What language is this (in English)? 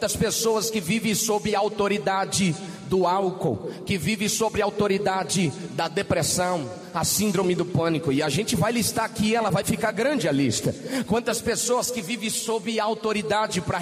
Portuguese